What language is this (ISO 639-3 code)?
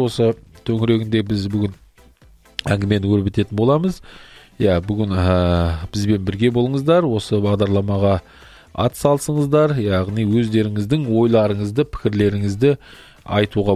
kaz